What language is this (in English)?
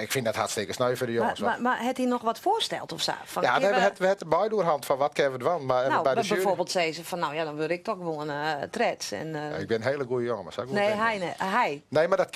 Western Frisian